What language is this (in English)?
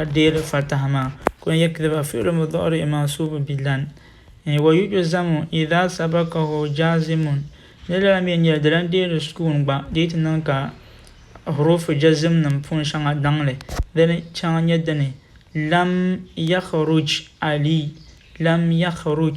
Dagbani